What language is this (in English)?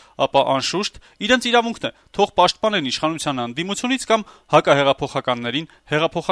Armenian